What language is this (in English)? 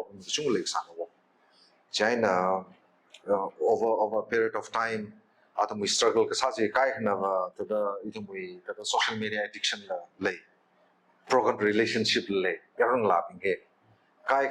Tangkhul Naga (India)